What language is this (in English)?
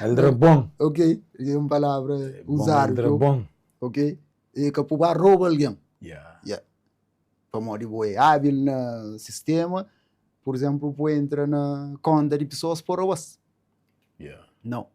Kabuverdianu